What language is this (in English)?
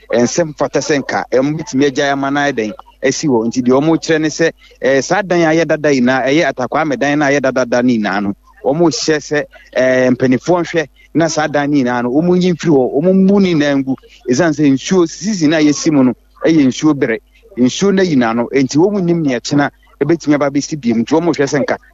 Akan